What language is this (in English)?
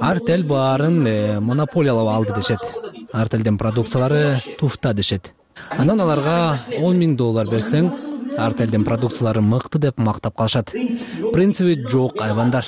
Kyrgyz